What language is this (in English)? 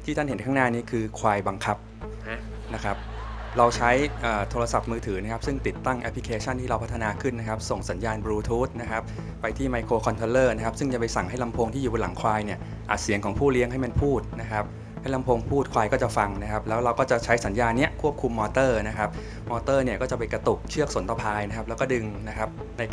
Thai